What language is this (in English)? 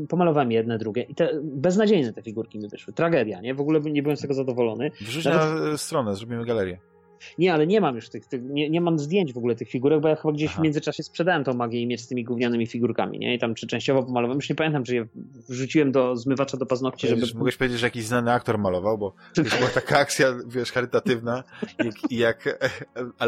Polish